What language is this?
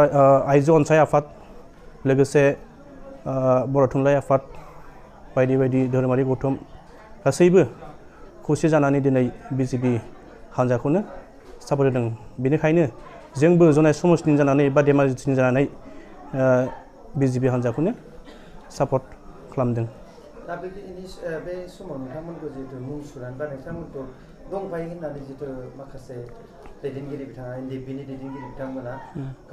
Bodo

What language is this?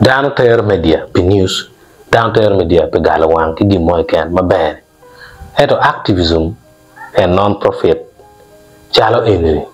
Acoli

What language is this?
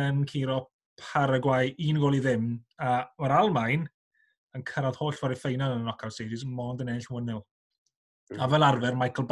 Welsh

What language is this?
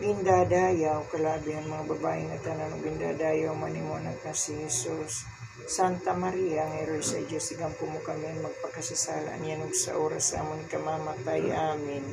Waray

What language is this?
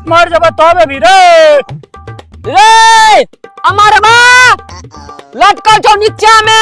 Maithili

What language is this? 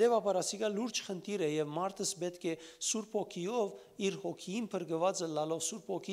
Western Armenian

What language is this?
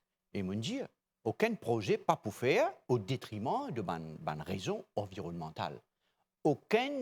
Morisyen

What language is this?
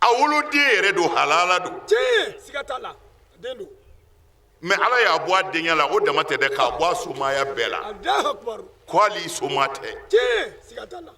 Bambara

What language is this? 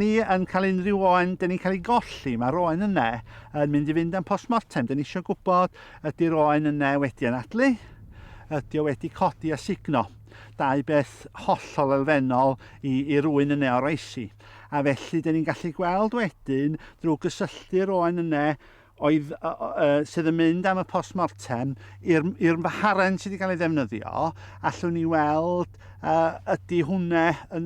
Welsh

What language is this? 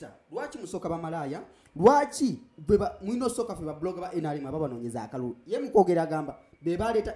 Ganda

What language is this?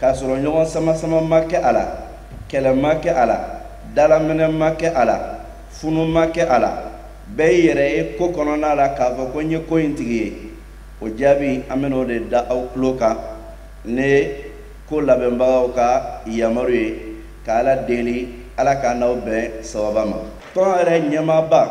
Bambara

